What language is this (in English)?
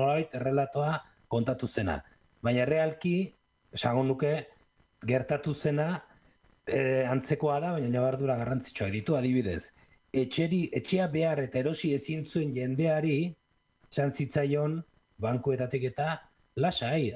Basque